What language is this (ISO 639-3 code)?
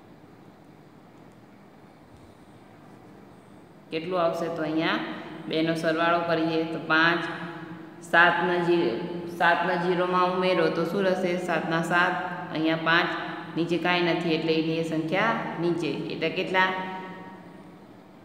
guj